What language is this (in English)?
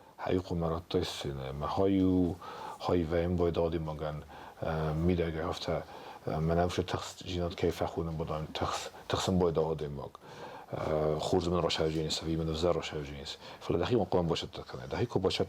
Ossetic